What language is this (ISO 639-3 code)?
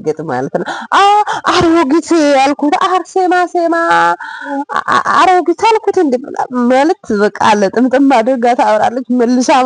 amh